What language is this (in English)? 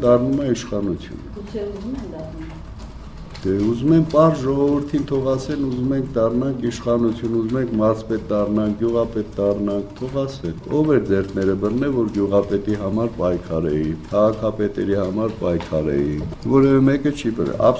Armenian